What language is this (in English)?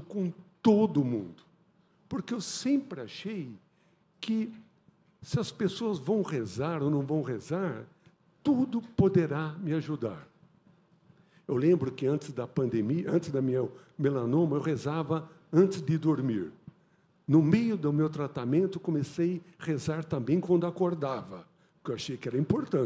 Portuguese